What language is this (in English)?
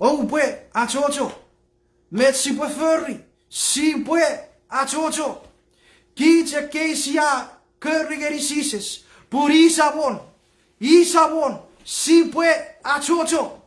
Chuukese